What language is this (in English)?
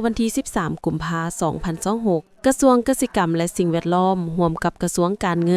Lao